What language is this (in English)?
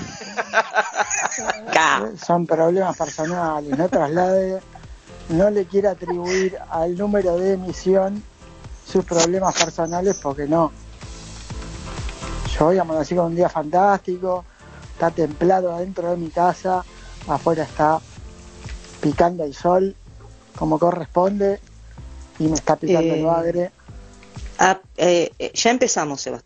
Spanish